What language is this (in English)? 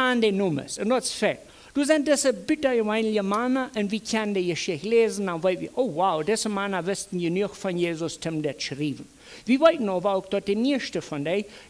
Plautdietsch